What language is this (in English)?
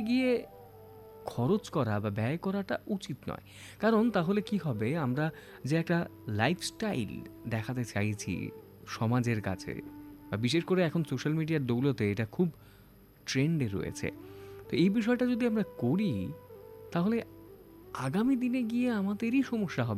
Bangla